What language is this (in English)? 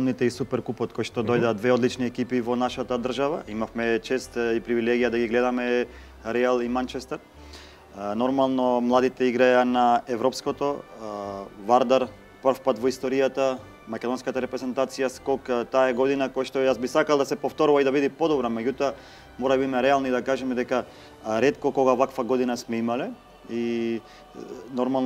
Macedonian